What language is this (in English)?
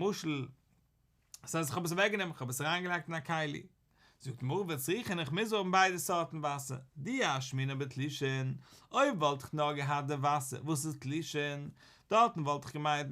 Yiddish